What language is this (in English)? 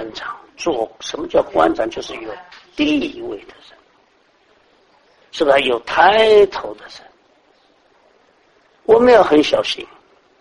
Chinese